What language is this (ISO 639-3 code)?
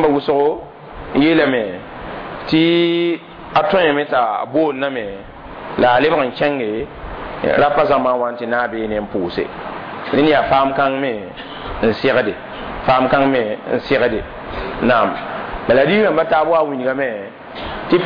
mos